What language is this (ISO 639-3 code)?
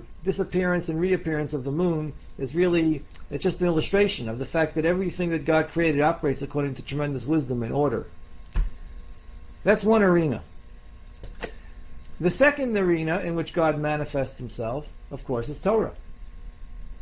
eng